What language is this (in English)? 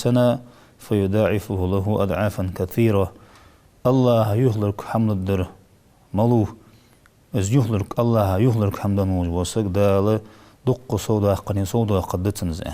Ingush